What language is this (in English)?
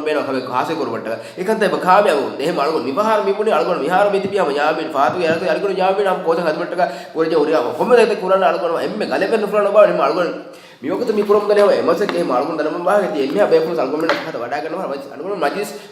Divehi